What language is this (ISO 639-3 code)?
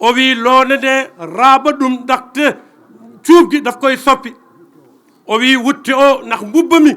ful